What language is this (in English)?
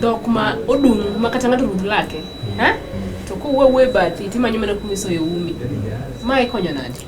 Luo (Kenya and Tanzania)